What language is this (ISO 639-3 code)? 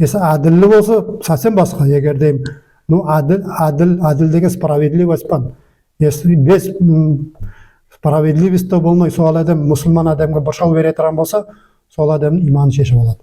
nog